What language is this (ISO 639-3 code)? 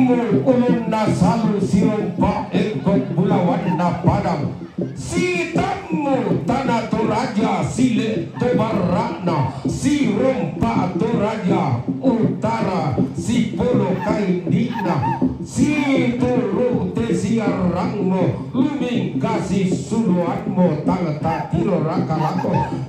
sda